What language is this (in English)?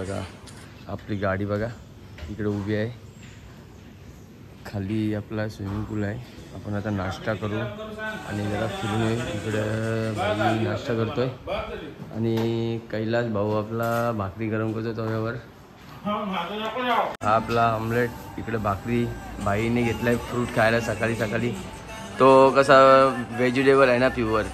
Marathi